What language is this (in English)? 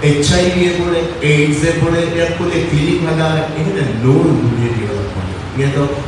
Divehi